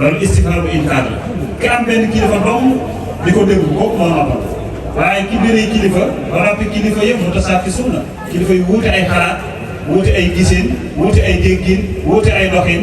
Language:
Wolof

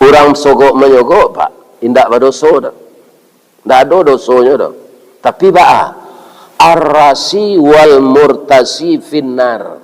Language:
Minangkabau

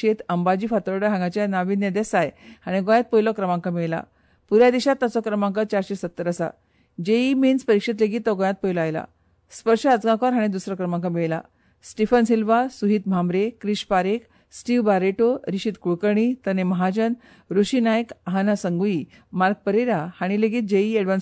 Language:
Konkani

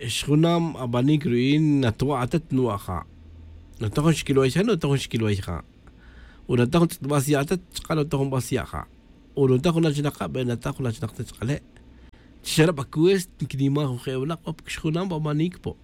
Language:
Tz'utujil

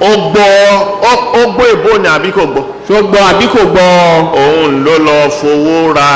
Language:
Yoruba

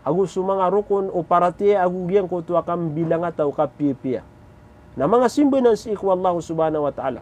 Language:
Maranao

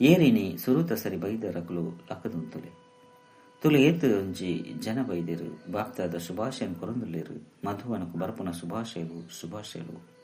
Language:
Tulu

